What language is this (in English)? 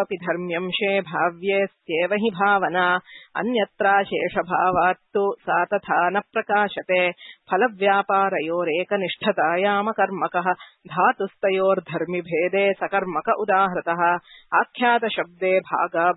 Sanskrit